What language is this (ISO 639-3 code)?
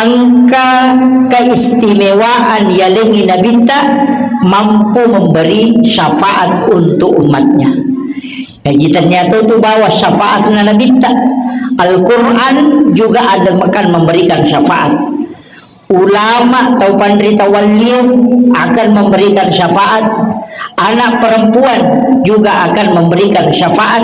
bug